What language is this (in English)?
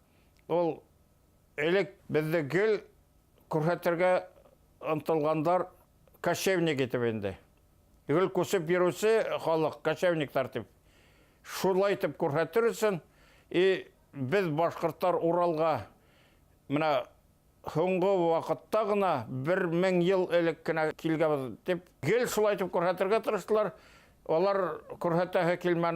Bashkir